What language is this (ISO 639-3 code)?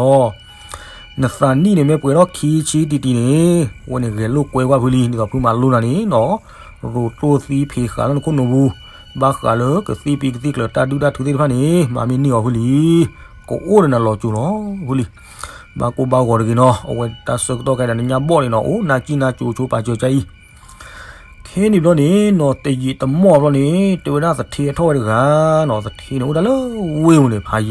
ksw